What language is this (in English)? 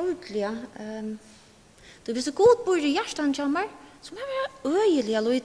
Faroese